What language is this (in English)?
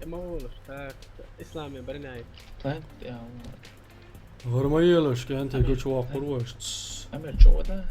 Chechen